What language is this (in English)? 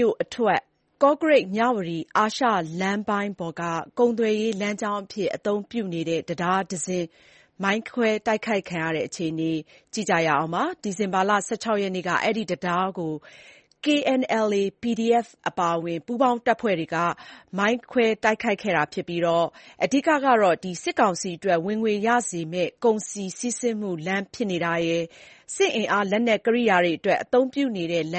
Burmese